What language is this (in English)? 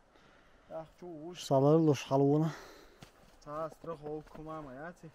Chechen